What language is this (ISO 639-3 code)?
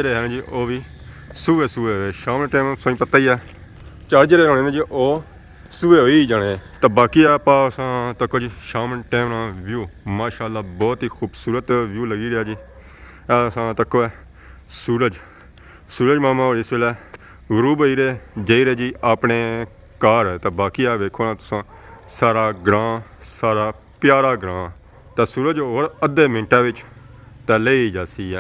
phr